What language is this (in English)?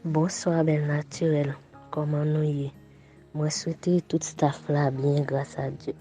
Haitian Creole